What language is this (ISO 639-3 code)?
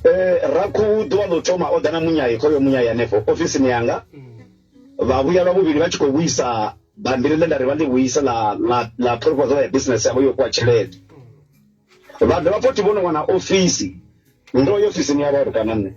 ven